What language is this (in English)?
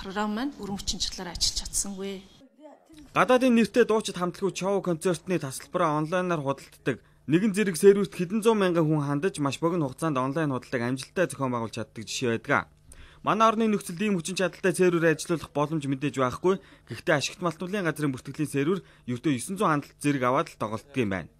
Mongolian